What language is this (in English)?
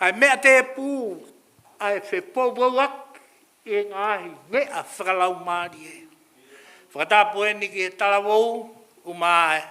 Tongan